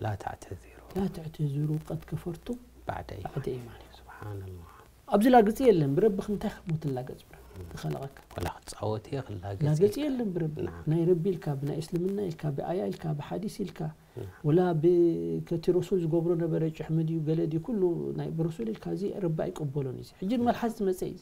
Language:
Tigrinya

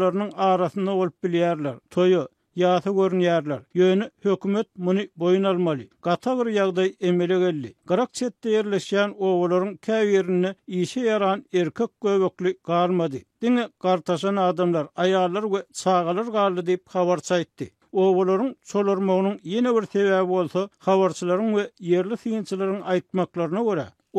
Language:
Turkmen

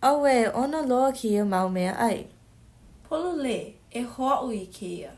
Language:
Hawaiian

